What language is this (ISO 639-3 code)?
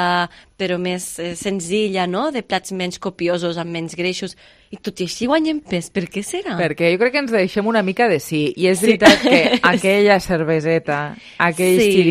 cat